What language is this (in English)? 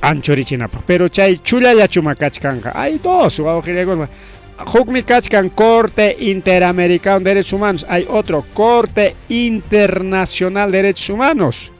Ayacucho Quechua